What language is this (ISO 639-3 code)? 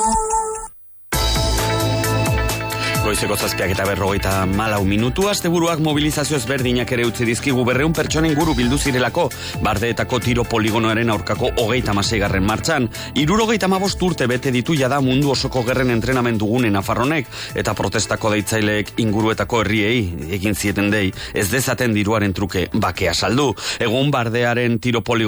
eus